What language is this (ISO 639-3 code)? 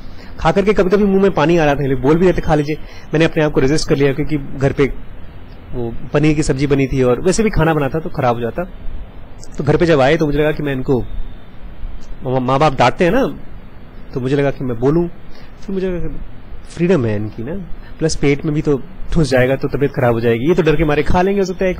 hin